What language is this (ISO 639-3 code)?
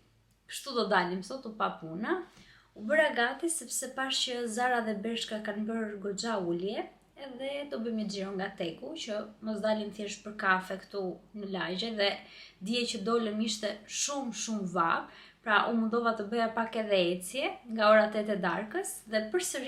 sqi